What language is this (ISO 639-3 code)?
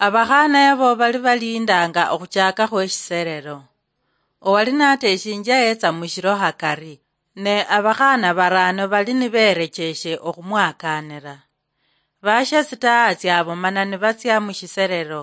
luy